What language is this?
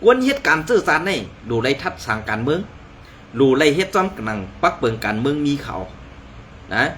Shan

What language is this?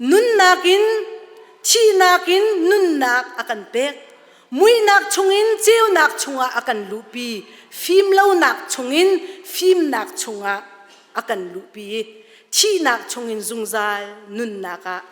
Hakha Chin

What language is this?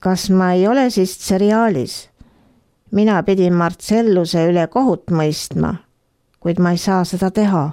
Estonian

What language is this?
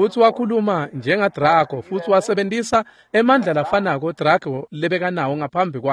Swati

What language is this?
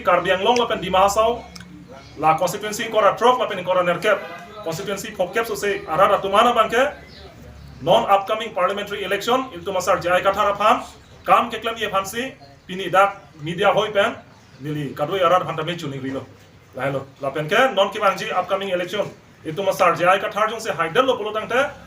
Karbi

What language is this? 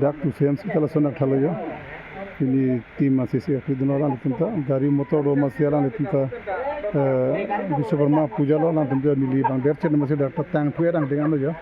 Karbi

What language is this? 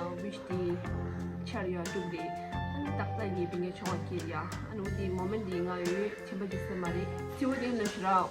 Tibetan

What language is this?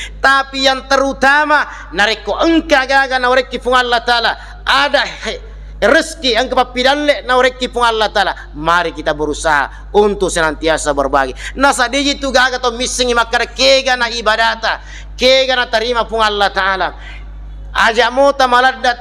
Buginese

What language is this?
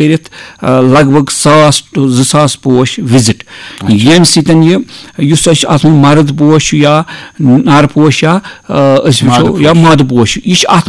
Kashmiri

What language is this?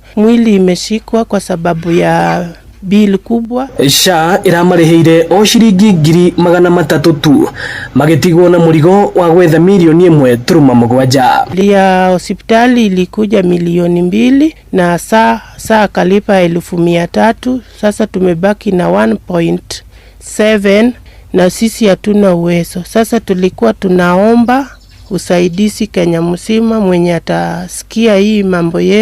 Kikuyu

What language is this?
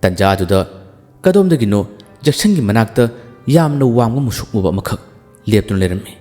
Manipuri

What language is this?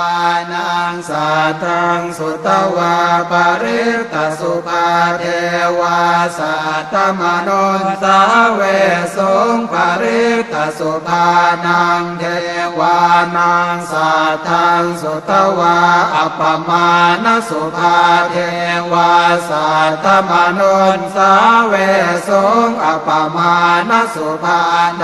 Pali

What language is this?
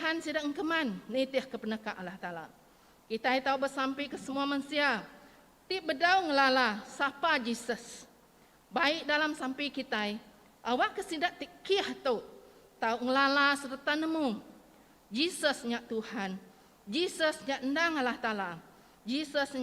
Iban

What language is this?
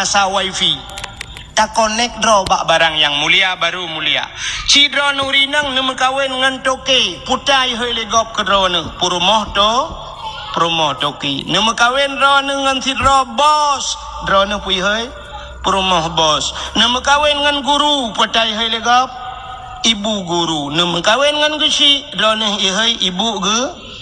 Achinese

